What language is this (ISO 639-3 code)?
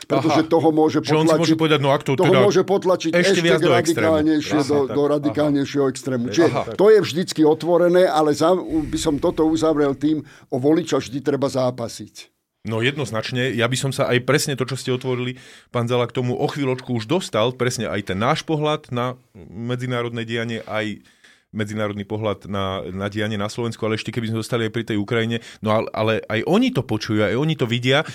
slk